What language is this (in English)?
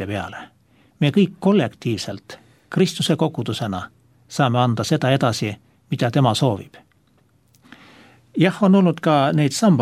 Estonian